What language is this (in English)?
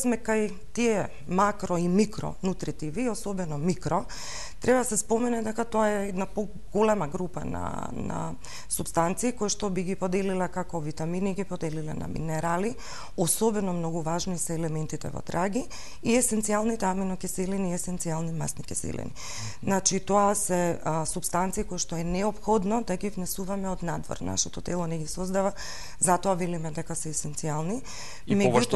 Macedonian